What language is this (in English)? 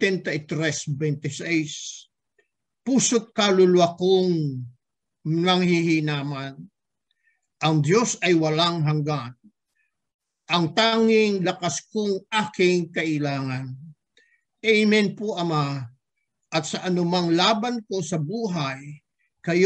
Filipino